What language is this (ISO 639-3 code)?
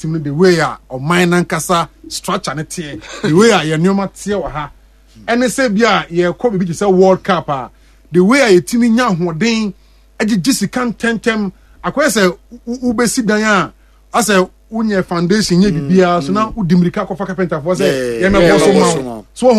aka